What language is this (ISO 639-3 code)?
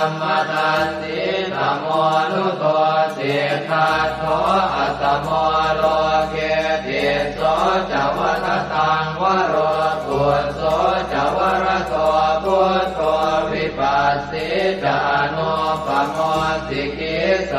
pli